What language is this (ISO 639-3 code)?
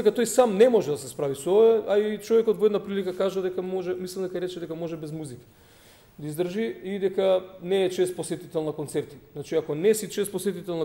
mkd